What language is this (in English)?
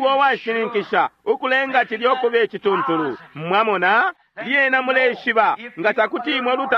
Bemba